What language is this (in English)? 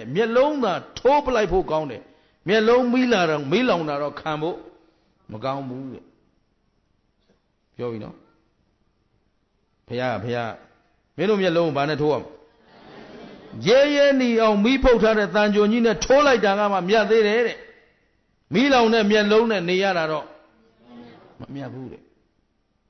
Burmese